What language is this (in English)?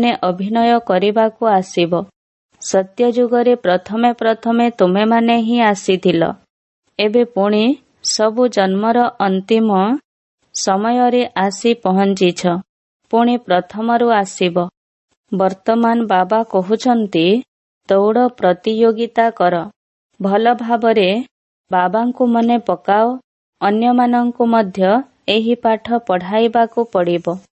Odia